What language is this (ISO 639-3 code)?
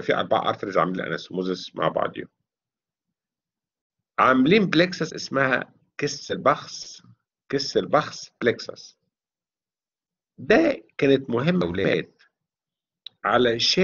arz